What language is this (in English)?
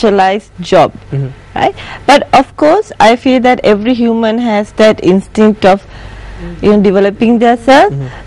English